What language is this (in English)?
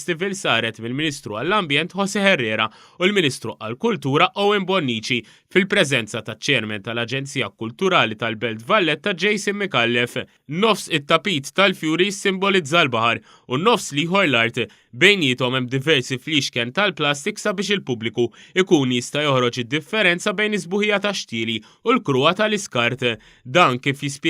Maltese